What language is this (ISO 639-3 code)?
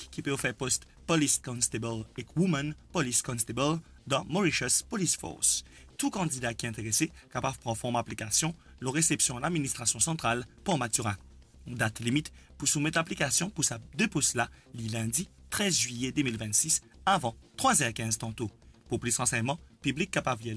mfe